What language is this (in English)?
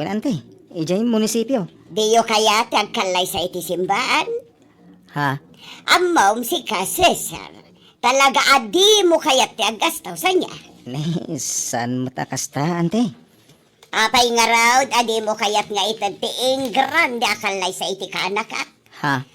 Iloko